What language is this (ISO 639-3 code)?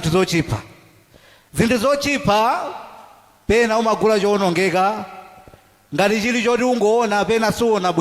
nya